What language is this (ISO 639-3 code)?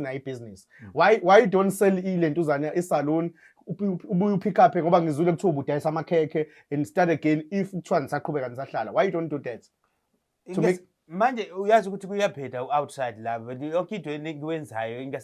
zul